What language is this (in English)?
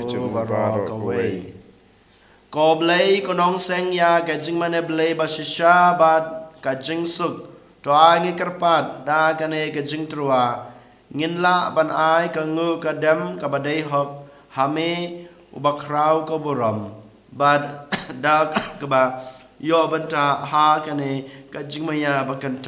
Khasi